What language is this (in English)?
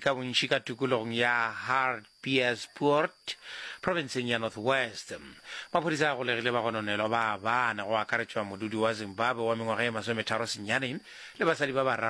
Northern Sotho